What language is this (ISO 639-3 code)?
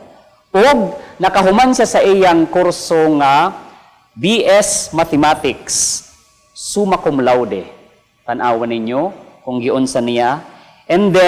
ceb